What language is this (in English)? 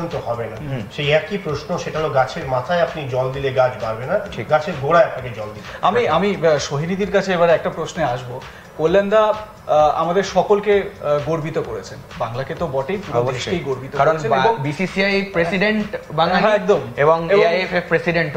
Bangla